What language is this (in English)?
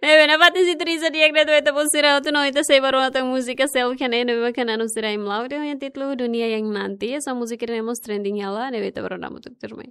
Tetum